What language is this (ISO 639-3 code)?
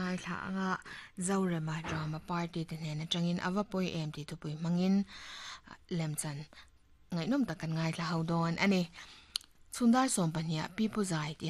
lus